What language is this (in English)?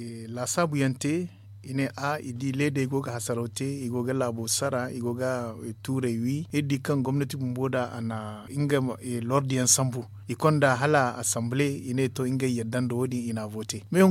Zarma